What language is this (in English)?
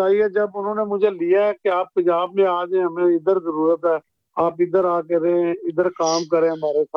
Urdu